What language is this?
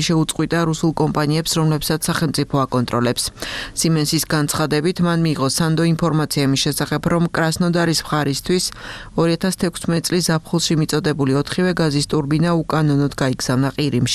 Georgian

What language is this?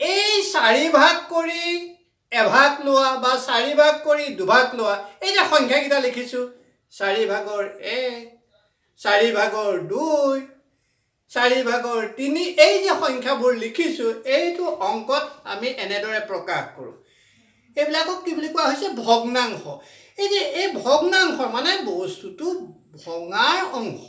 Assamese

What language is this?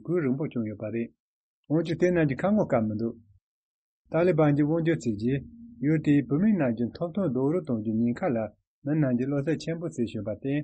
Tibetan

